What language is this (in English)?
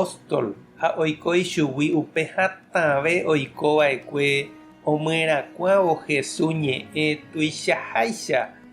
Guarani